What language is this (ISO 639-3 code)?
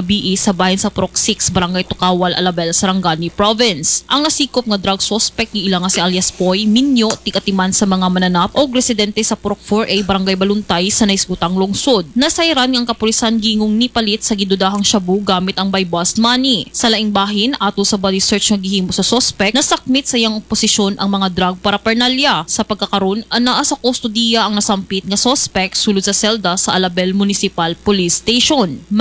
ceb